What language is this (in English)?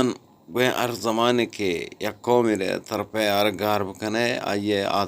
Eastern Balochi